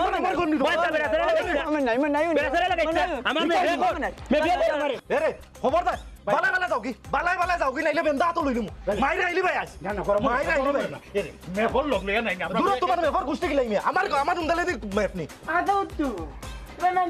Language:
Sylheti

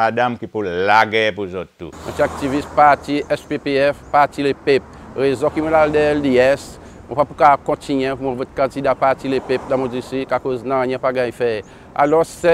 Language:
Seselwa Creole French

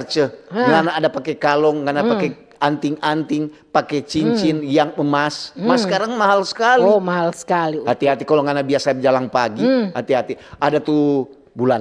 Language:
Manado Malay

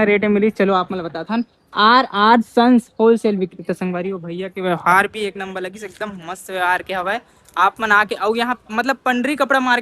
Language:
Chhattisgarhi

